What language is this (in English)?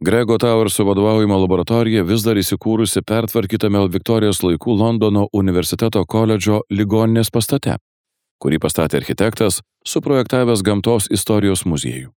Lithuanian